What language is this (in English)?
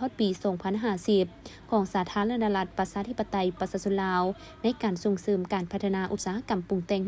Lao